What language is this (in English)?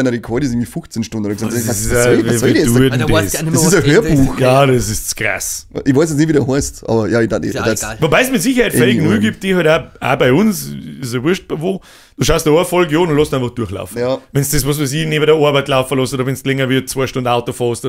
Bavarian